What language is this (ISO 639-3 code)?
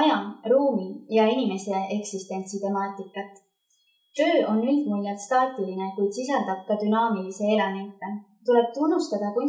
est